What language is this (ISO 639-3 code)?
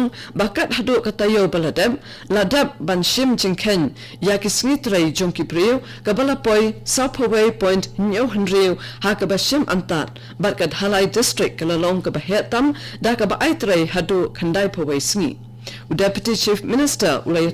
kha